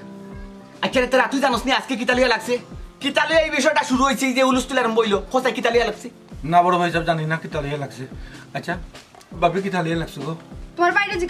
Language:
Sylheti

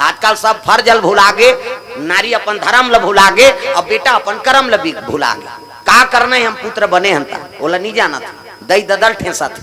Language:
Chhattisgarhi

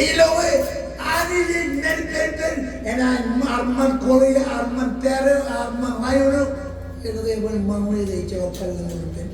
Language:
Marshallese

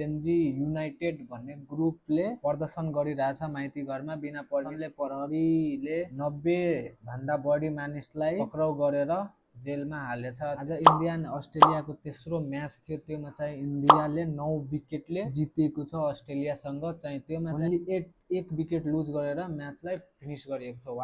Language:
Nepali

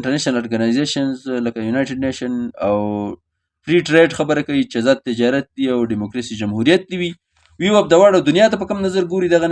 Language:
Pashto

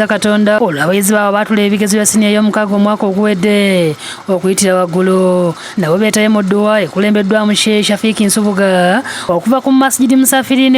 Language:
Ganda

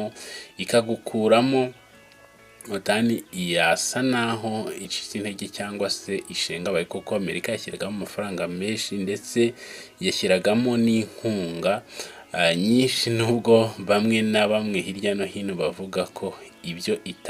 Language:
Kinyarwanda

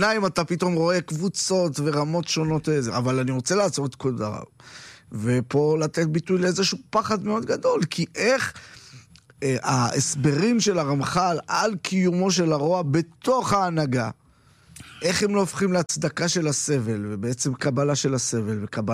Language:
Hebrew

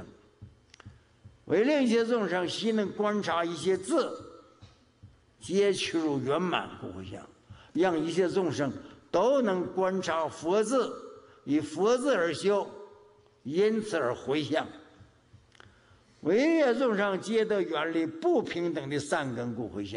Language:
Chinese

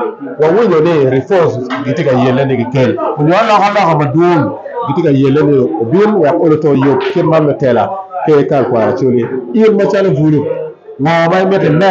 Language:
Acoli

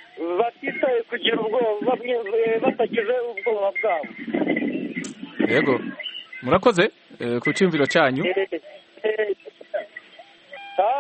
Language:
Kinyarwanda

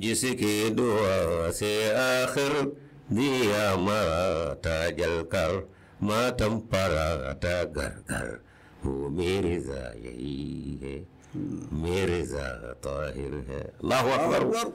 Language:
Bambara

